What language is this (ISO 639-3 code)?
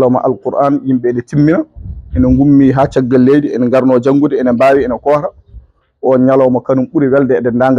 ful